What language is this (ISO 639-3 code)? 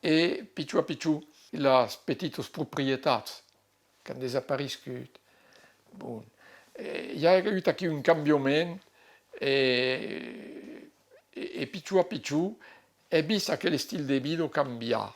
oci